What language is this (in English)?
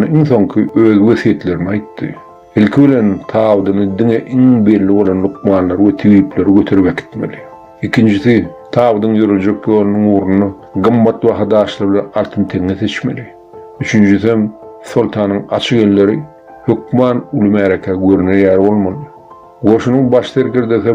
Turkmen